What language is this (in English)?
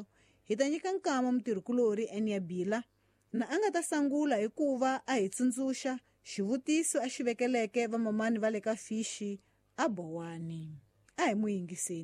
Tsonga